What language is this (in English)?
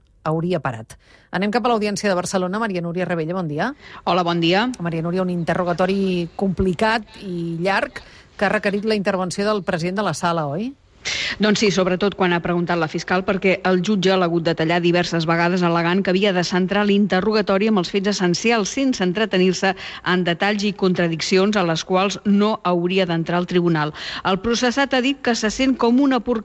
Catalan